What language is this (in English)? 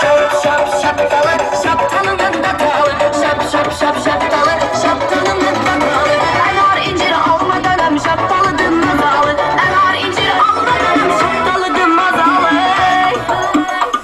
Turkmen